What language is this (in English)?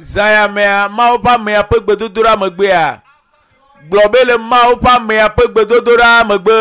Ewe